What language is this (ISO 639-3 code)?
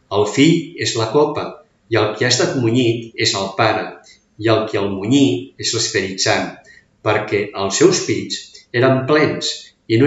cat